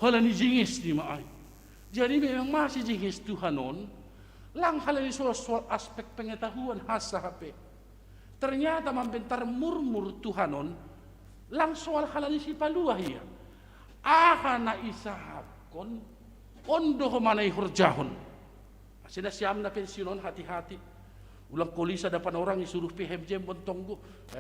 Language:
Batak Simalungun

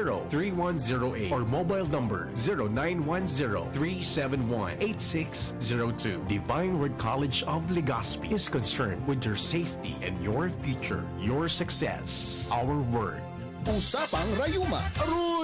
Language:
Bikol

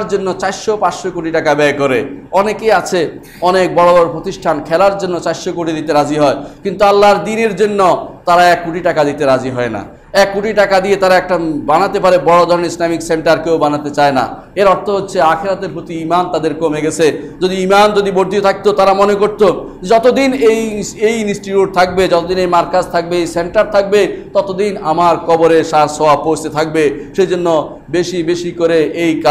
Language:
Bangla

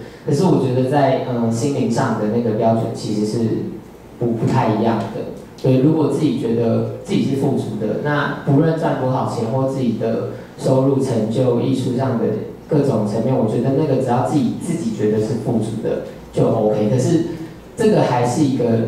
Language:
Chinese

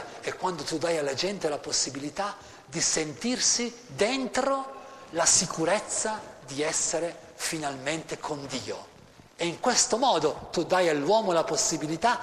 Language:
Italian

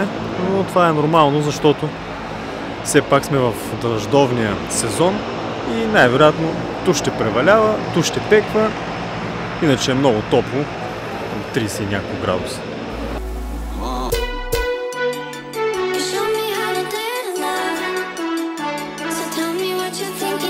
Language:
Bulgarian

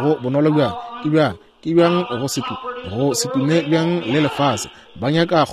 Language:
Northern Sotho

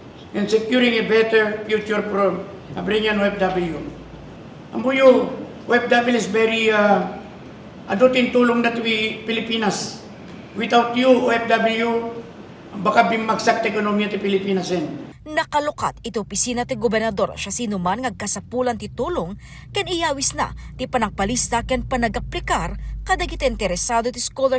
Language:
Iloko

